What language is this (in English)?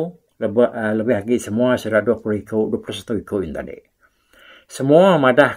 Iban